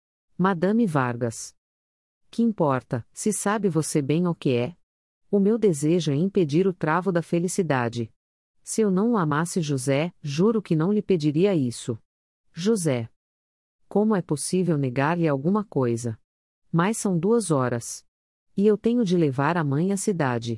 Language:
Portuguese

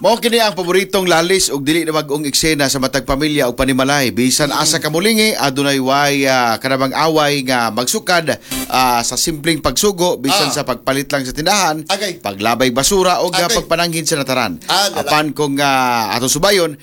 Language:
Cebuano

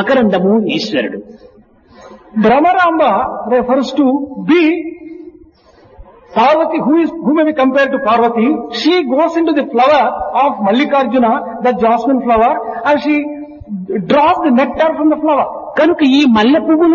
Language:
Telugu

